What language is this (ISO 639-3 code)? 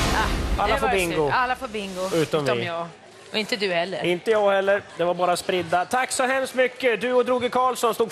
swe